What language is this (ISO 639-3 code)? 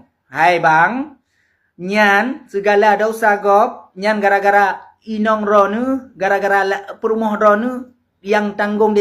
ace